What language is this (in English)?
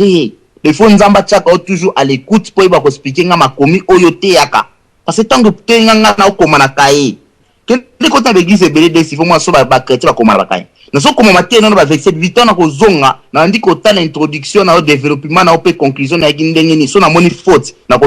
Lingala